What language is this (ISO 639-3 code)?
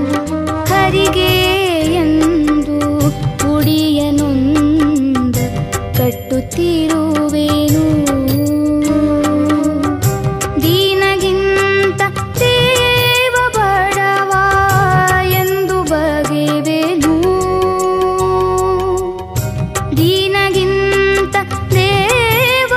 kan